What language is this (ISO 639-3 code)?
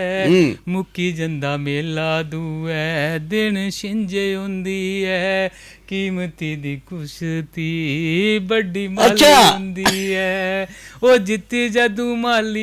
doi